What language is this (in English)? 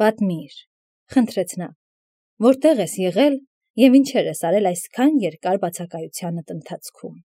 Armenian